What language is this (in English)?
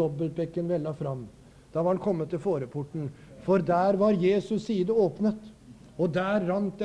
Norwegian